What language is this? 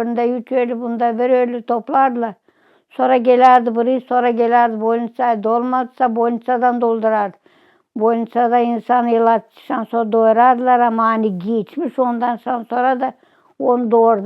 Gagauz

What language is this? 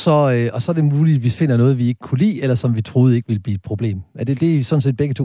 Danish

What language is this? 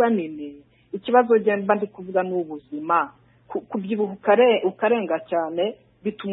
Kinyarwanda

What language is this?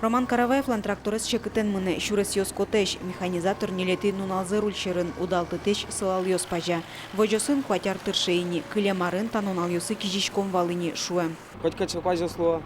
Udmurt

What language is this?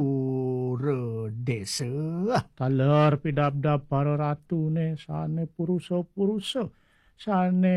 Balinese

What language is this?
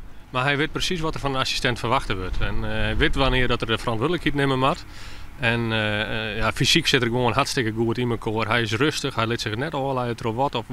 Western Frisian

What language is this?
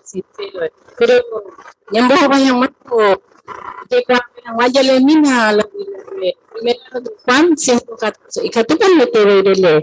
Guarani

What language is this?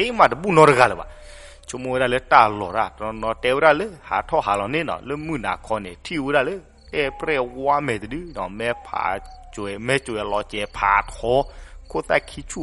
S'gaw Karen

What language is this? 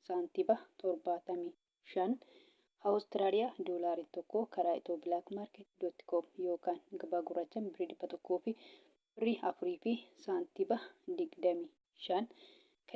Oromo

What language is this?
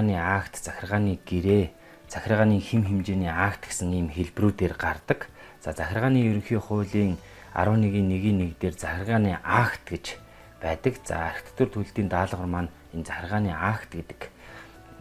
Mongolian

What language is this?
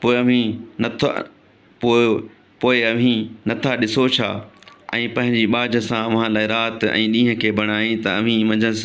Sindhi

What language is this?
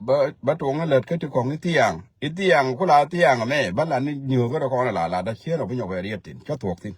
Nuer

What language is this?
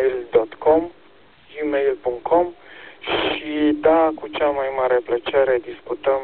Romanian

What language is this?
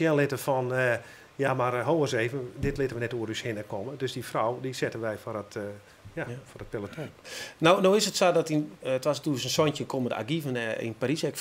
Western Frisian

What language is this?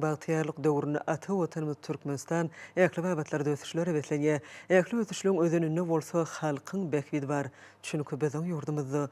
Turkmen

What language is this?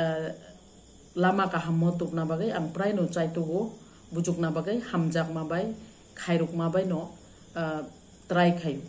Kok Borok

